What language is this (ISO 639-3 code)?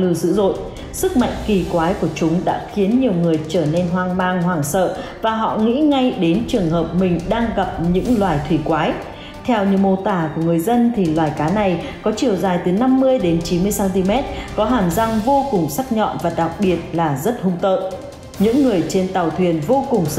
vie